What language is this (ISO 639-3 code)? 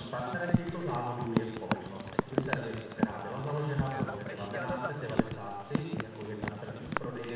ces